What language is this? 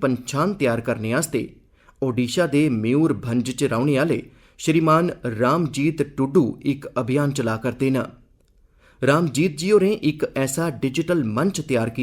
Dogri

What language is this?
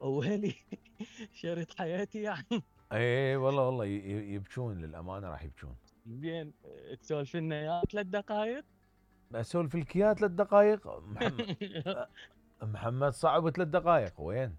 Mesopotamian Arabic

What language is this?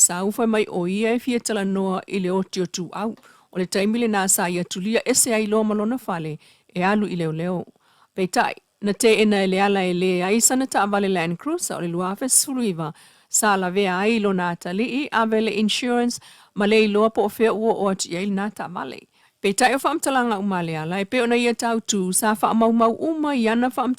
Samoan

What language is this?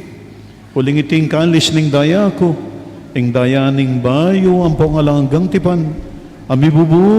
Pampanga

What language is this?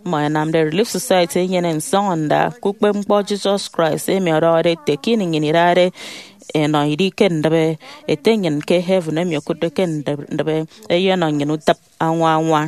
Efik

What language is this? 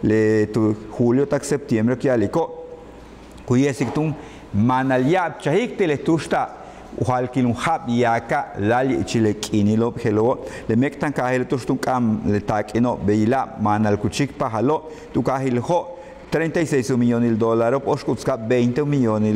Yucateco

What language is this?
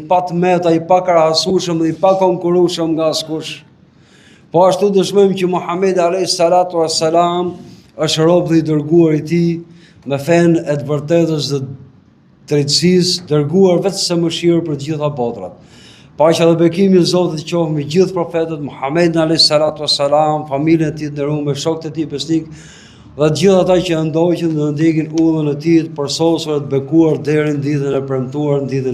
Albanian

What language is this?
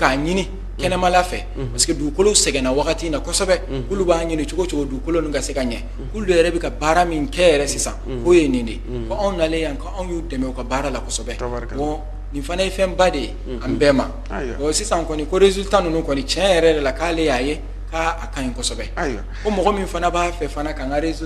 Bambara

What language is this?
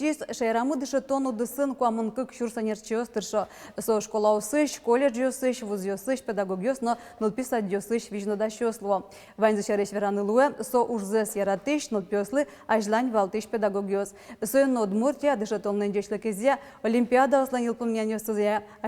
Udmurt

